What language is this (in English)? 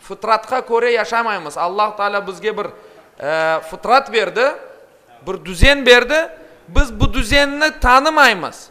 Crimean Tatar